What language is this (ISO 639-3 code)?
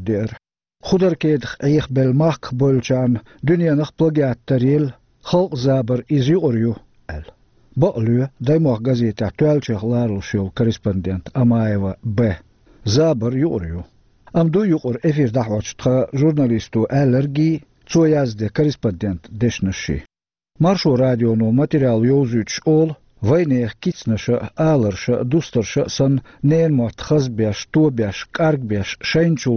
che